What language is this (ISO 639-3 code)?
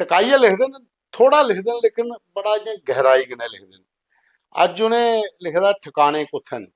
doi